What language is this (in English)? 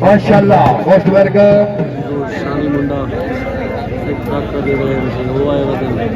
Saraiki